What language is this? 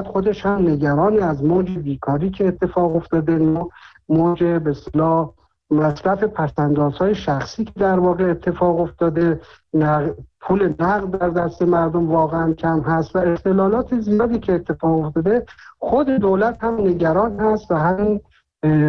Persian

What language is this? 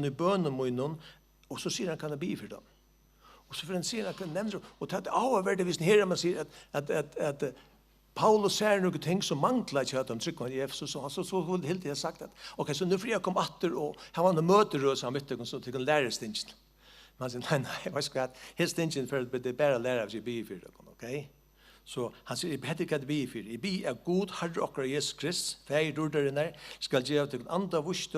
Faroese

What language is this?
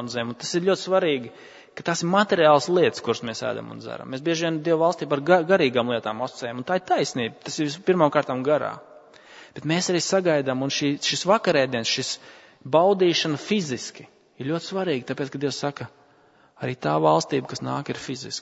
Latvian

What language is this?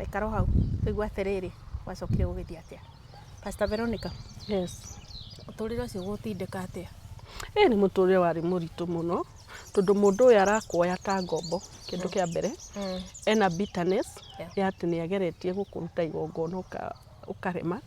Kikuyu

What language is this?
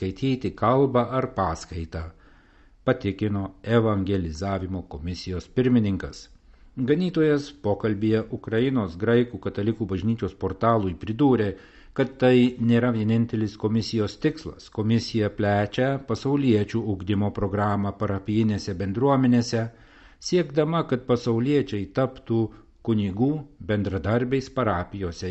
Lithuanian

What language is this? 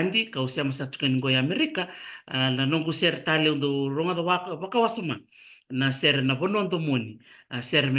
Fijian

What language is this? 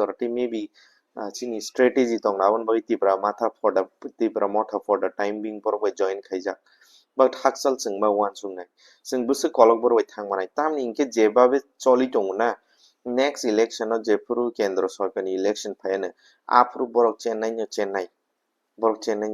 Kok Borok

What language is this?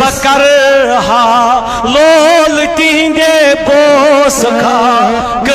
Kashmiri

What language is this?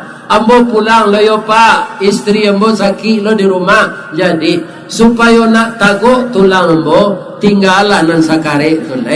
Minangkabau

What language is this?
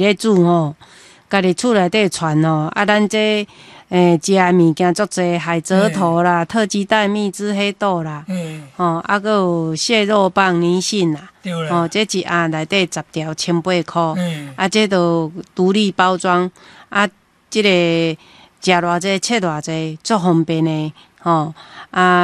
Min Nan Chinese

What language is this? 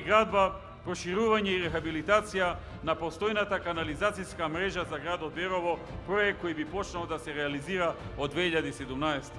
Macedonian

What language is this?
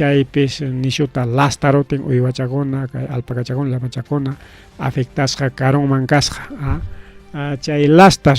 Ayacucho Quechua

